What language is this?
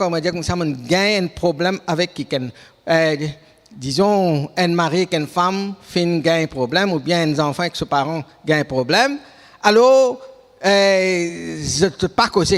Morisyen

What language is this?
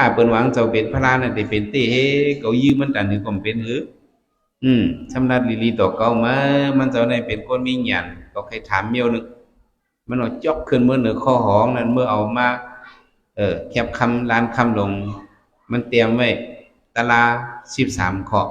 Shan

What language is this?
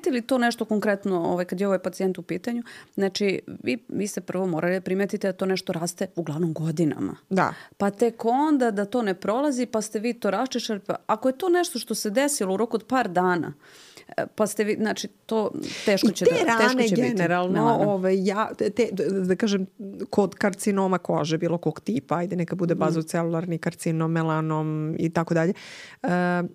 Serbian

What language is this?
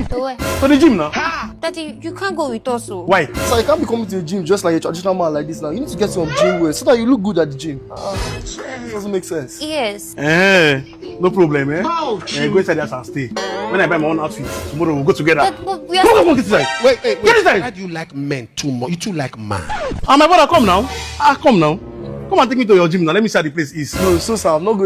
Nigerian Pidgin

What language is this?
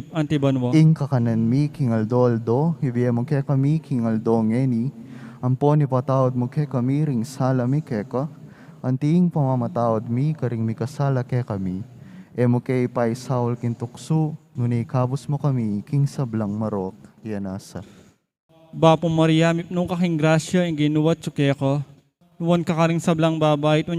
Pampanga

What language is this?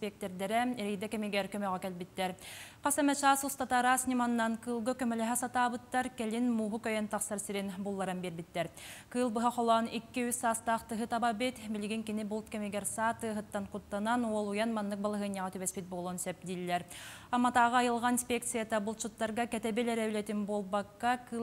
Yakut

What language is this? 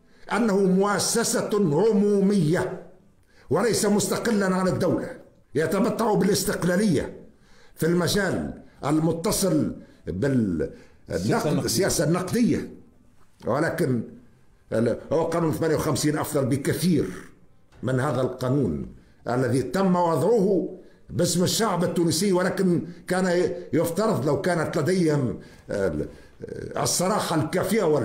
Tunisian Arabic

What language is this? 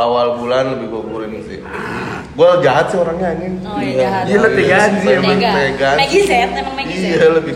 Indonesian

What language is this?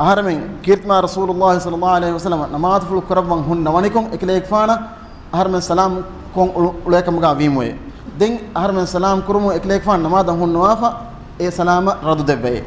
Divehi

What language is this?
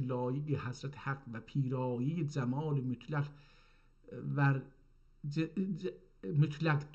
South Azerbaijani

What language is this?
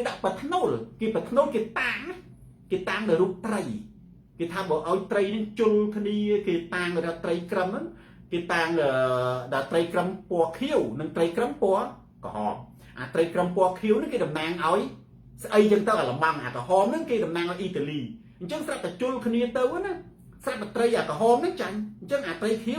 Khmer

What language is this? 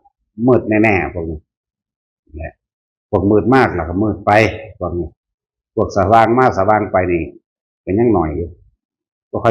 Northeastern Thai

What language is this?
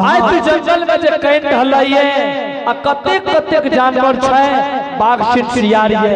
Angika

